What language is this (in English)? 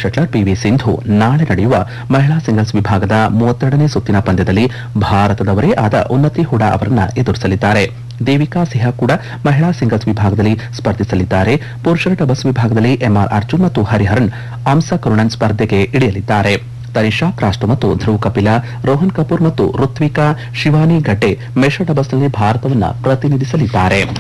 Kannada